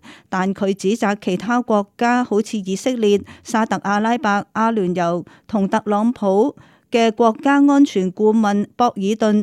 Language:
Cantonese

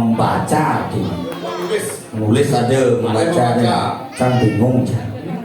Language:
Balinese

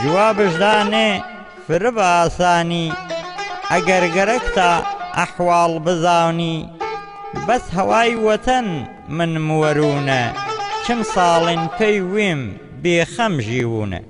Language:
Gurani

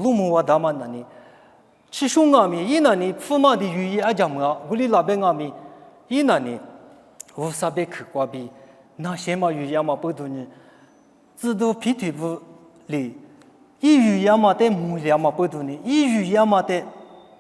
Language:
Lisu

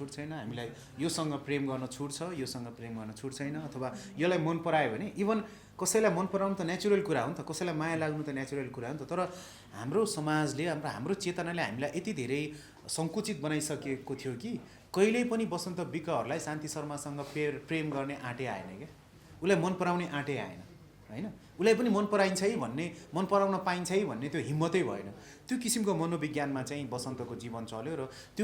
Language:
Nepali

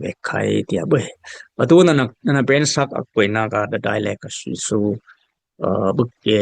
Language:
Dimasa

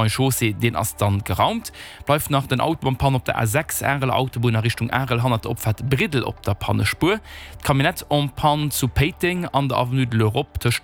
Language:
Luxembourgish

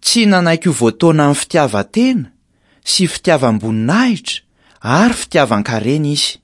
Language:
Malagasy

